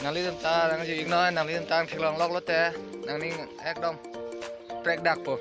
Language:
Karbi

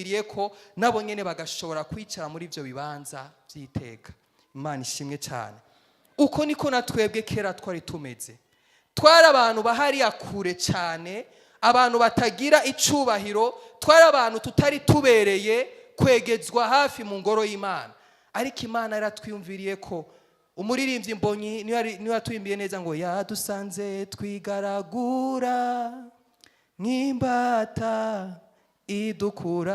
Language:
Rundi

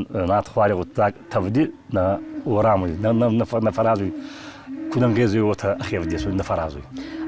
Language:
Ossetic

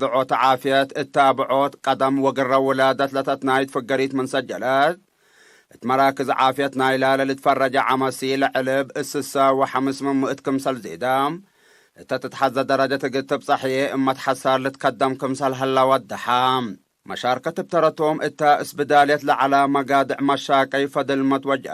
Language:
Tigre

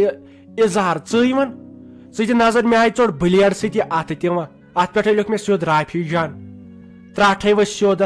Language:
Kashmiri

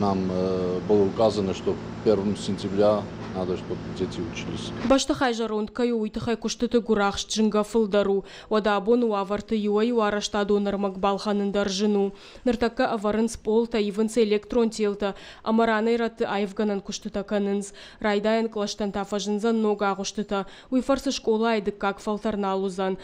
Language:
Ossetic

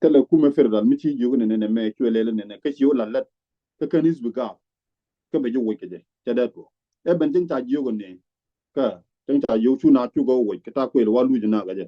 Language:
Nuer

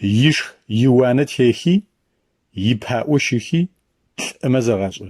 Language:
Adyghe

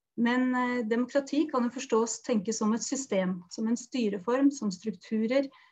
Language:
Norwegian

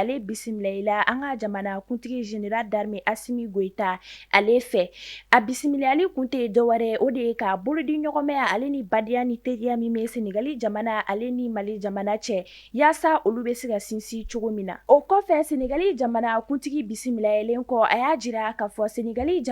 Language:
Bambara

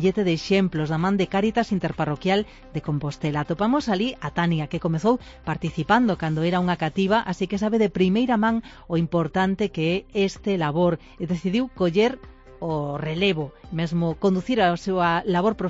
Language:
Galician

